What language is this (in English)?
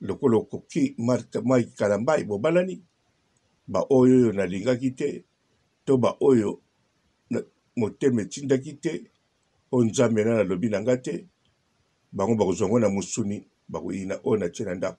Lingala